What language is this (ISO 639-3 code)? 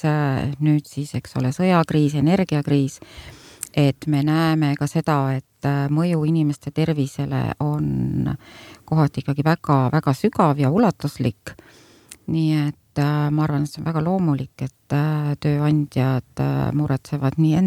est